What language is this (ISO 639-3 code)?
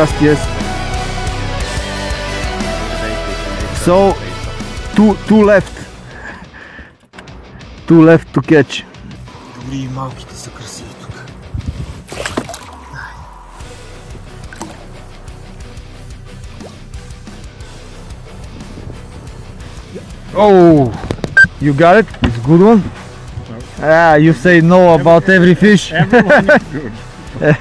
bul